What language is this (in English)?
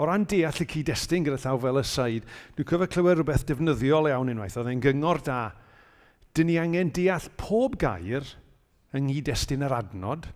Welsh